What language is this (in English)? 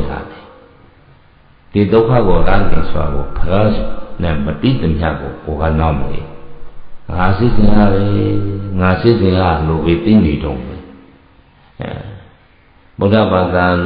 Burmese